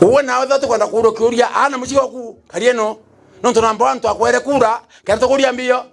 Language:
Meru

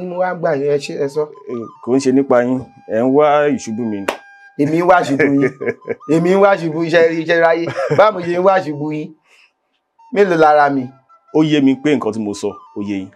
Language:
Yoruba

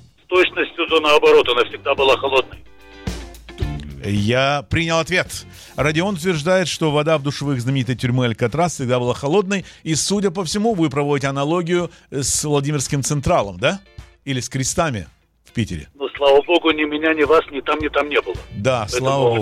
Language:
Russian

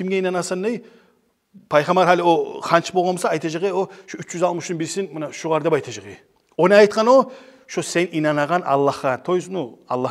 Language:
Kumyk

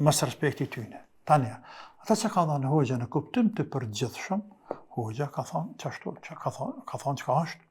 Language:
Albanian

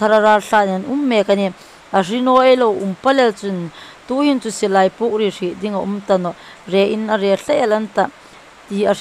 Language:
Hmar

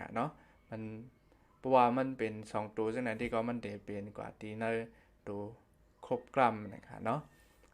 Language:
Shan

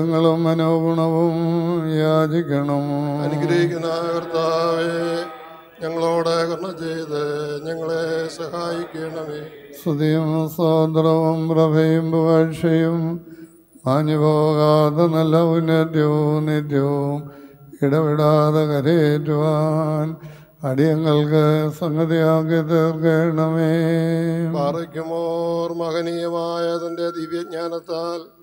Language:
Malayalam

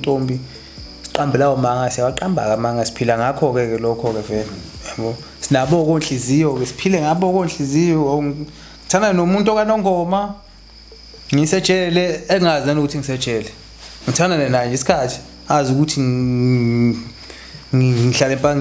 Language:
Zulu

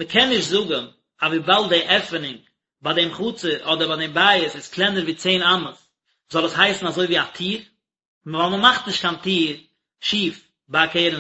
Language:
Yiddish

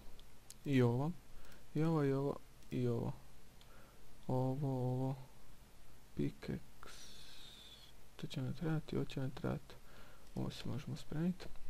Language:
Croatian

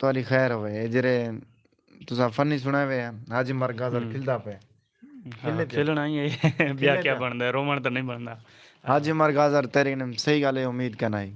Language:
Saraiki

